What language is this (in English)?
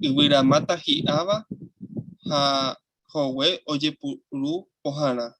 Guarani